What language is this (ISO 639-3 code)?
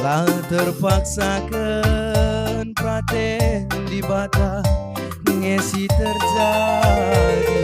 btx